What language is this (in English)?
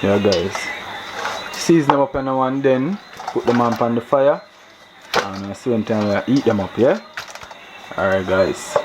Jamaican Creole English